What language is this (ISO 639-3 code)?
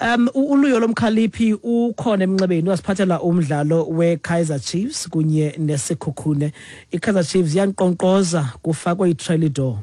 xho